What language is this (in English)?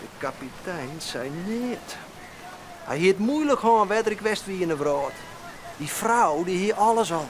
Western Frisian